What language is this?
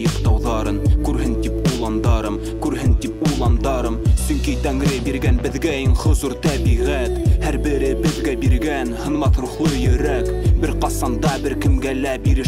Bashkir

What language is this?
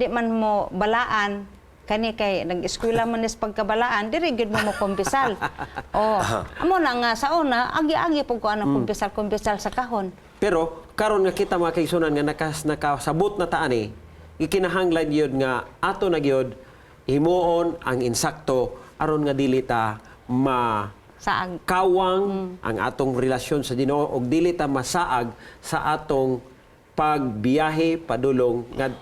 Cebuano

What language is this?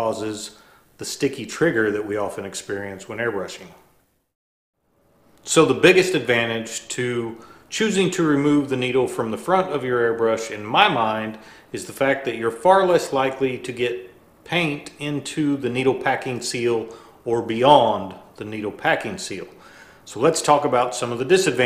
English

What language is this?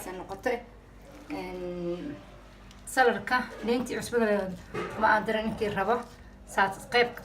Somali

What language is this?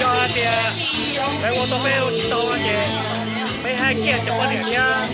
Hmong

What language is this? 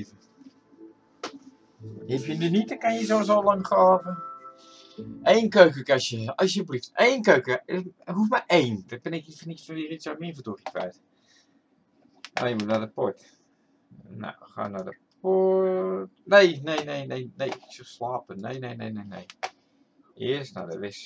Dutch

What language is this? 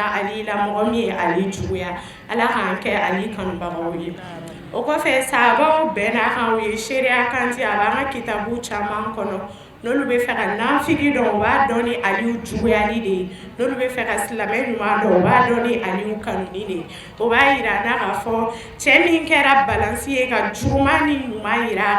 Bambara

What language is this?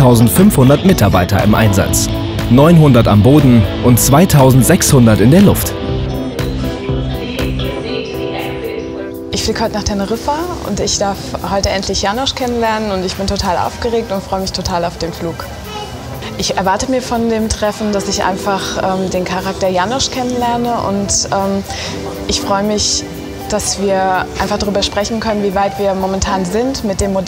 German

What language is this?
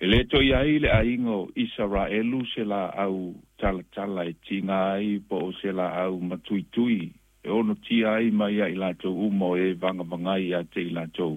Samoan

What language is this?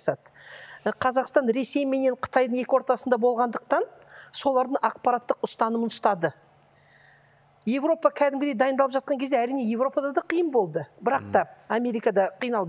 Kazakh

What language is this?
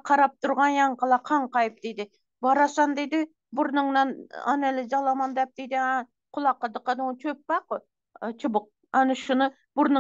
Turkmen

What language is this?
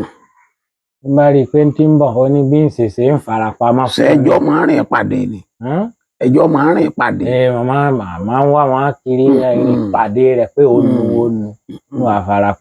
Yoruba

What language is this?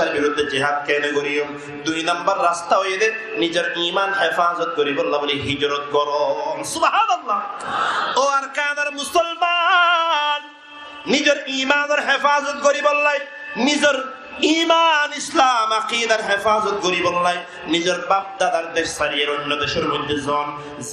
Rohingya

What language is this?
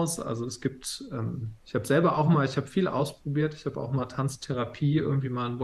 German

